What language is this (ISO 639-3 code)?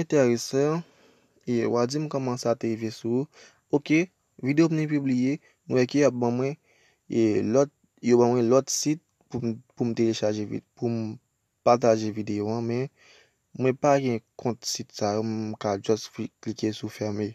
hat